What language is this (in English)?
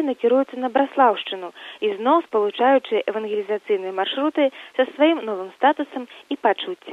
Belarusian